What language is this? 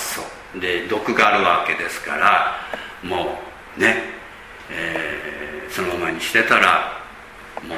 Japanese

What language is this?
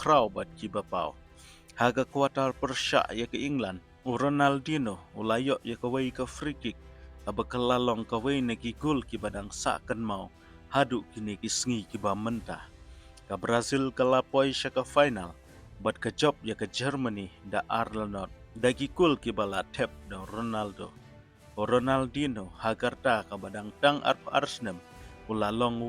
Khasi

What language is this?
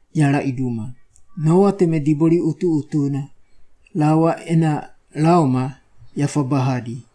Wagawaga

